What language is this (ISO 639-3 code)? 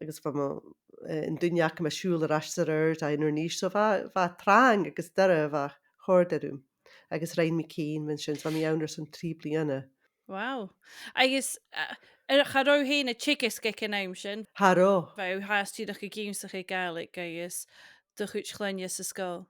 gla